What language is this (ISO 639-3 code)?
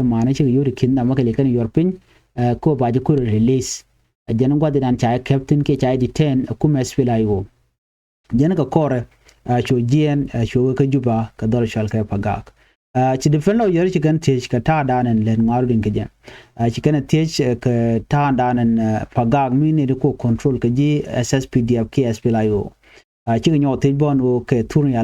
nus